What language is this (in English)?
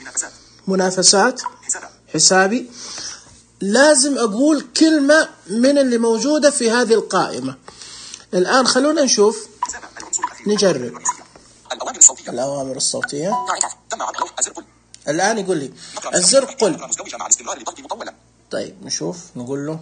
Najdi Arabic